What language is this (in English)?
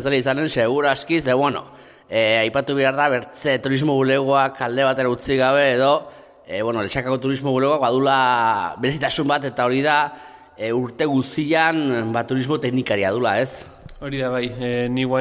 Basque